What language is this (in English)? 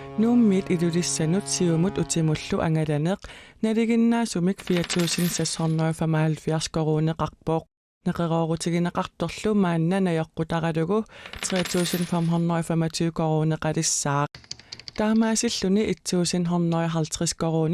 Kalaallisut